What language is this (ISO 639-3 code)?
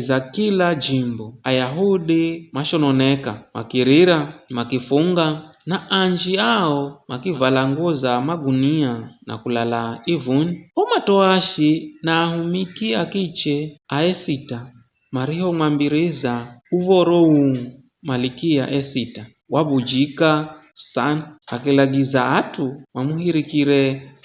nyf